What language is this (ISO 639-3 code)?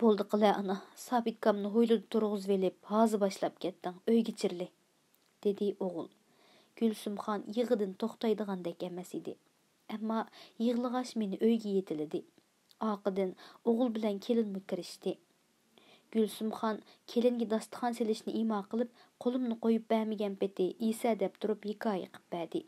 uig